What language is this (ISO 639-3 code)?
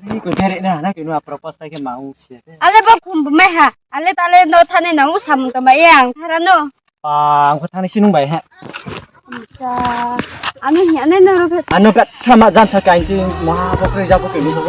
ria